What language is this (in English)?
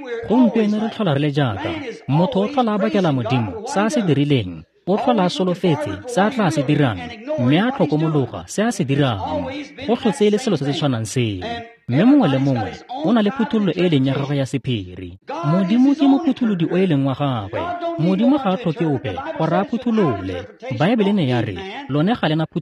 Tswana